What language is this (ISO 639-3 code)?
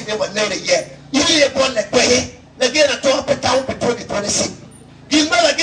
ach